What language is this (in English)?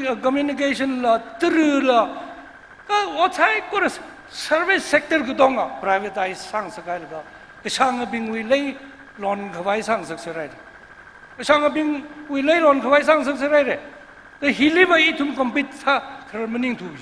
Tangkhul Naga (India)